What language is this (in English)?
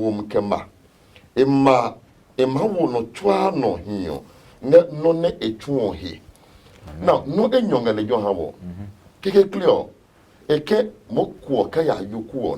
Adangme